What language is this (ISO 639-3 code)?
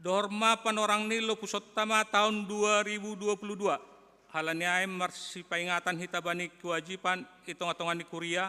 bts